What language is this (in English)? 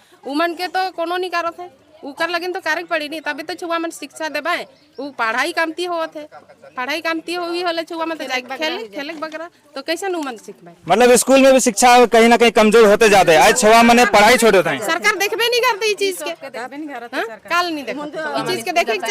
Sadri